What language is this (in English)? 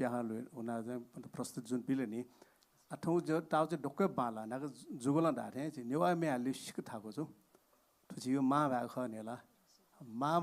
Newari